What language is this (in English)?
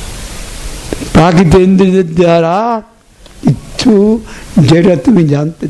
Bangla